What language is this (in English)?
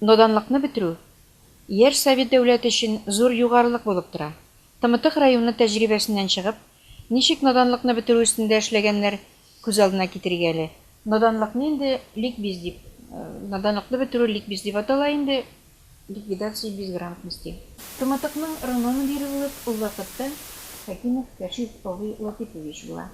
Tatar